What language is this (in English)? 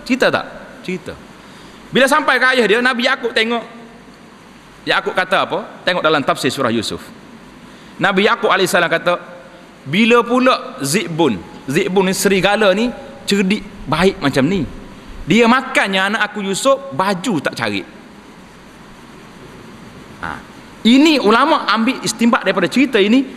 Malay